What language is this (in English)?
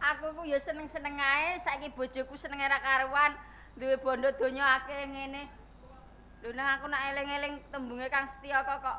Javanese